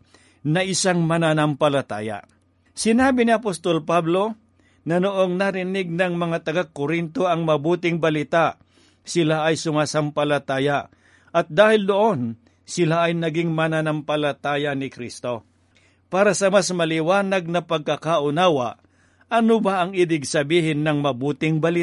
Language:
Filipino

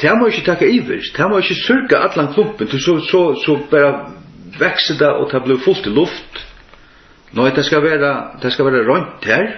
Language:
Faroese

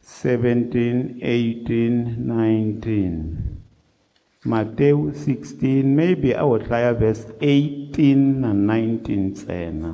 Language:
Tsonga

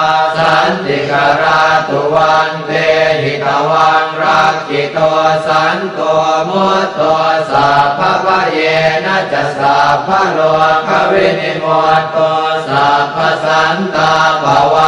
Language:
Pali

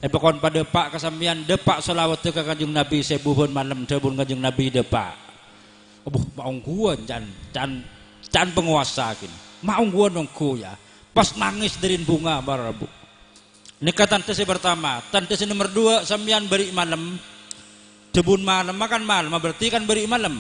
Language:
Madurese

